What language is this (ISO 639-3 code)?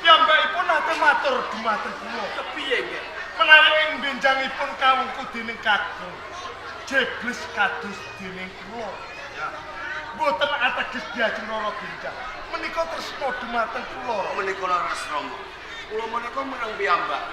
jav